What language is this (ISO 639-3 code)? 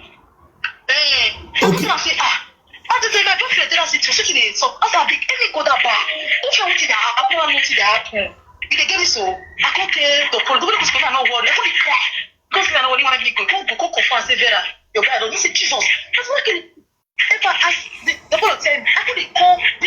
pcm